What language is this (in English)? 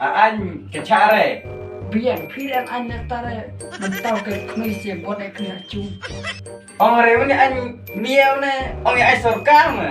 Khasi